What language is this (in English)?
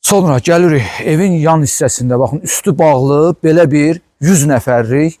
Azerbaijani